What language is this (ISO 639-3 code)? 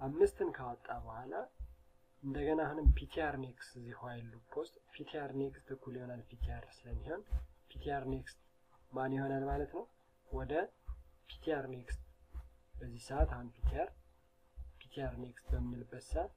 amh